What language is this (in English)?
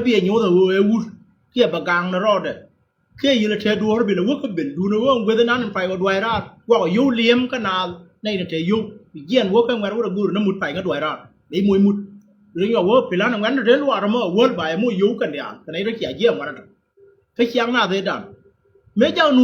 Nuer